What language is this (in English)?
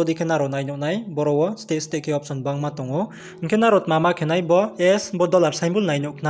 Riang (India)